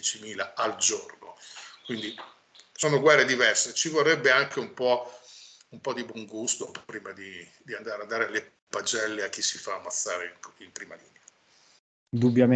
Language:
Italian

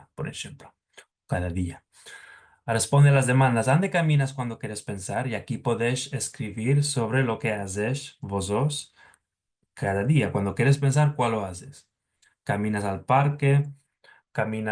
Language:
Ladino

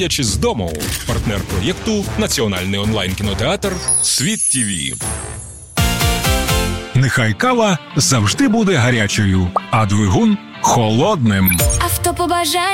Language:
Ukrainian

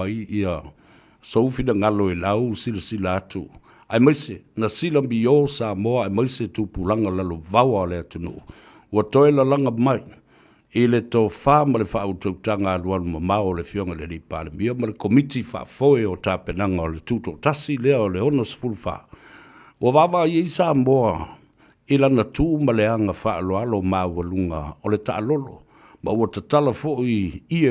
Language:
Samoan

